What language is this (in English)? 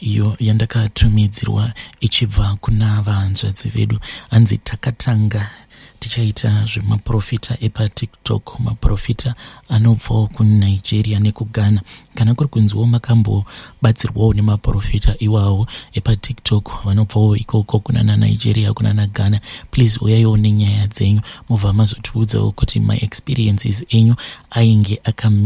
Shona